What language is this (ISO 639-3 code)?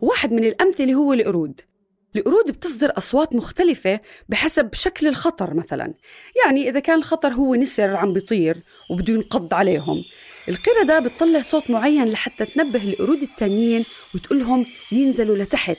apc